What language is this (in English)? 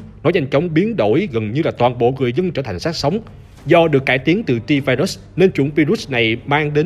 Vietnamese